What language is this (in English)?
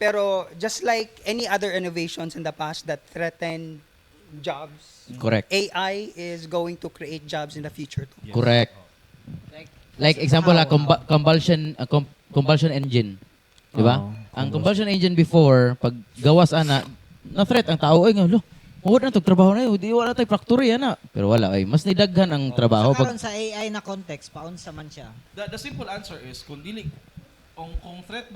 Cebuano